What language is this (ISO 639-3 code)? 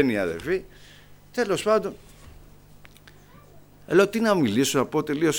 ell